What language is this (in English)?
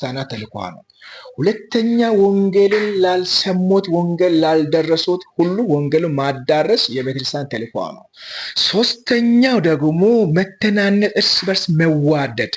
Amharic